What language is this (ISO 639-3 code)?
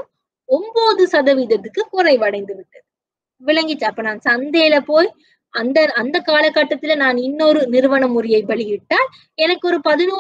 tam